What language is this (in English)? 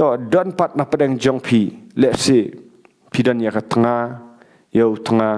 Khasi